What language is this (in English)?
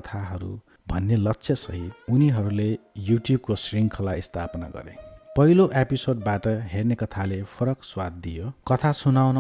Nepali